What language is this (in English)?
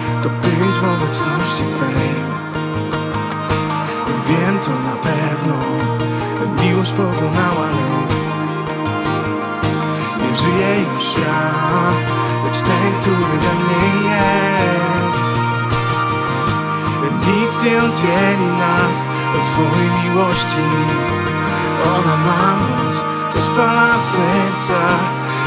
Polish